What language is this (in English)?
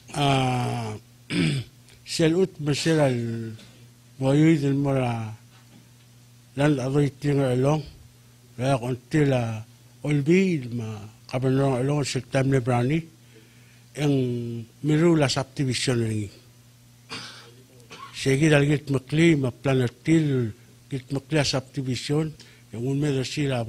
Palauan